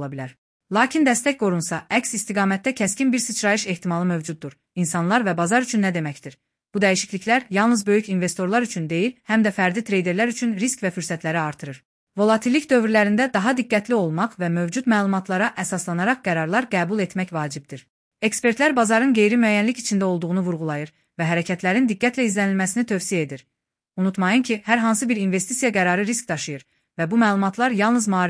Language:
Azerbaijani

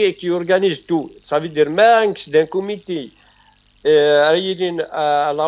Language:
Kabyle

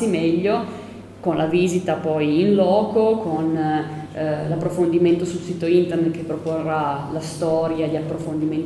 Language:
Italian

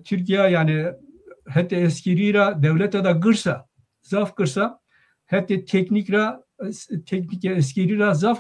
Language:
Zaza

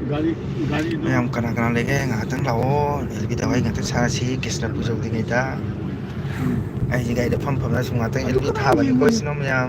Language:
Manipuri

